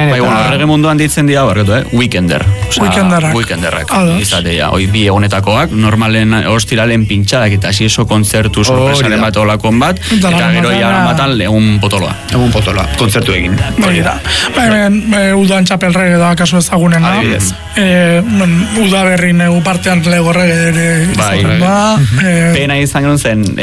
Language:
Basque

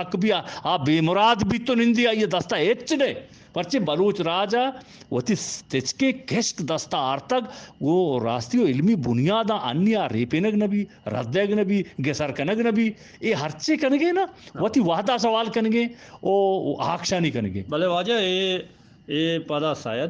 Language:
Eastern Balochi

